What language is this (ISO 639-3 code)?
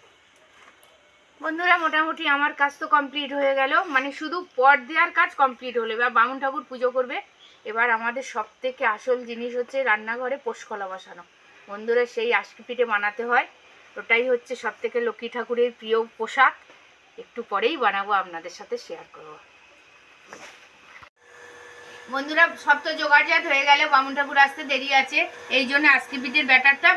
ben